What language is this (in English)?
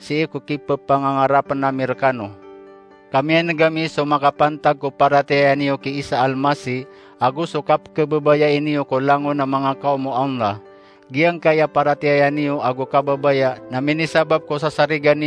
Maranao